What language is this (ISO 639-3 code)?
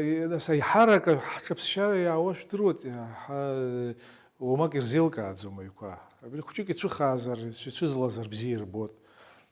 abk